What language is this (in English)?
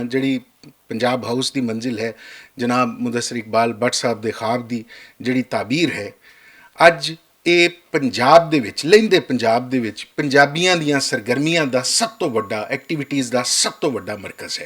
Western Panjabi